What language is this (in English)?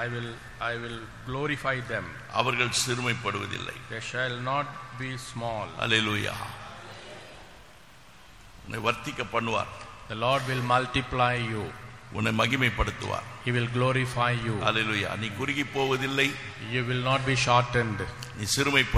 Tamil